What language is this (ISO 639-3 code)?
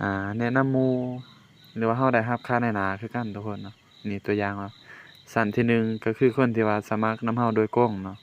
lao